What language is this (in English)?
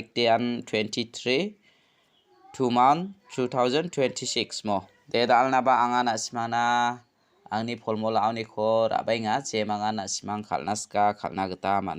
Garo